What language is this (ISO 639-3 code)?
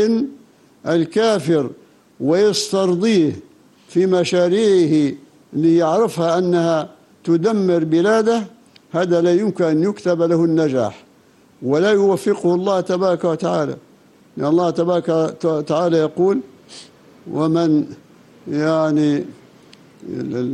ara